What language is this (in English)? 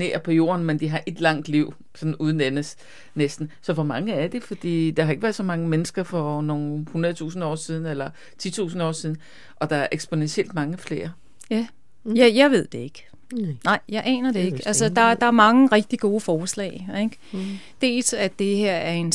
Danish